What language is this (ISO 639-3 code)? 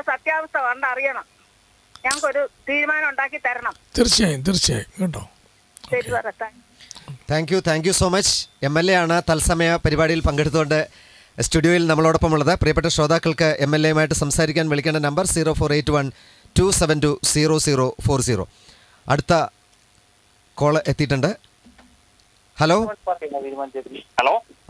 mal